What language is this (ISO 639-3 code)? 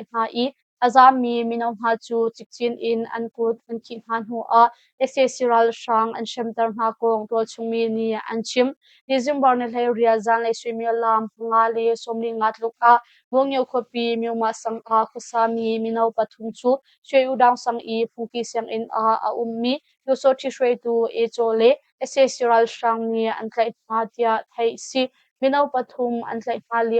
cnh